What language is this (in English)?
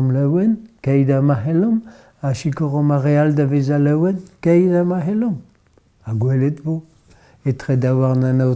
Breton